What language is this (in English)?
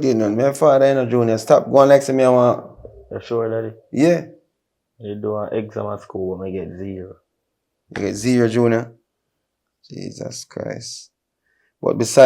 Jamaican Creole English